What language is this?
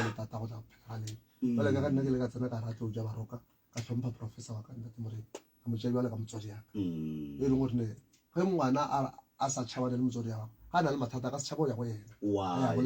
Northern Sotho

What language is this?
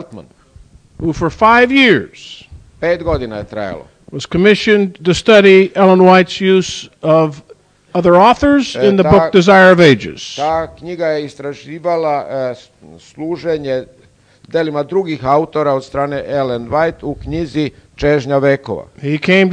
Serbian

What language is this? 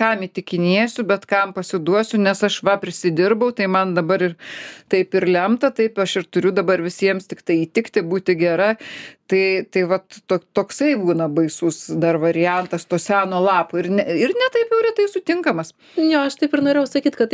Lithuanian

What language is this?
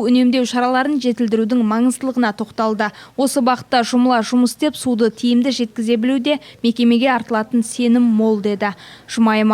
Kazakh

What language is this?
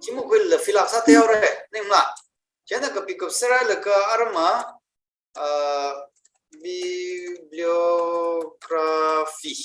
Tangkhul Naga (India)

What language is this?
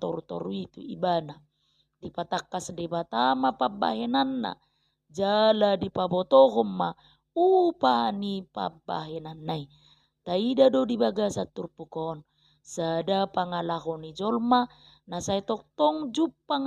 Batak Toba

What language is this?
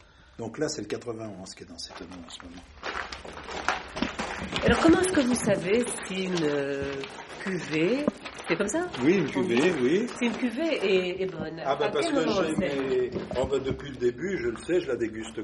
French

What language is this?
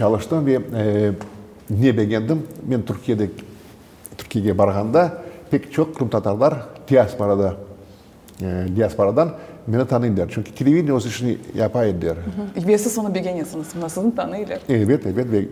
Crimean Tatar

